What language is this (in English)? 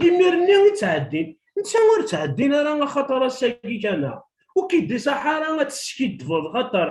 Kabyle